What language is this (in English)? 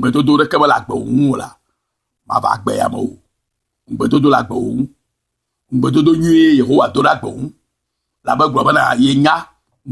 Ewe